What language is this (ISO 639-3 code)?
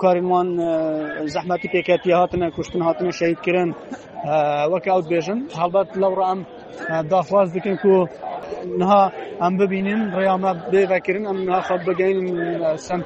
kur